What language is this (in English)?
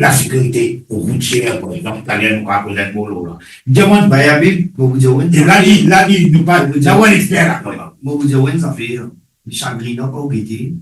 Morisyen